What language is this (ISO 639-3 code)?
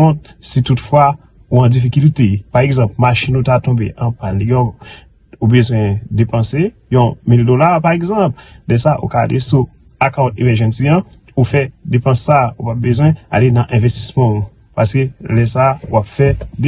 hat